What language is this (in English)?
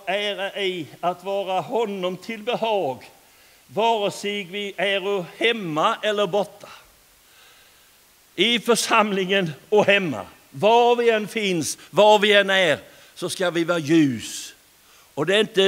Swedish